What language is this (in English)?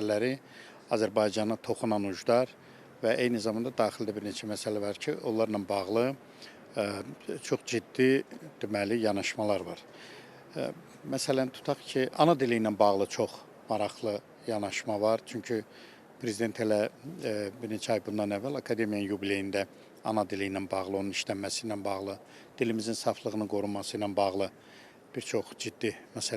Azerbaijani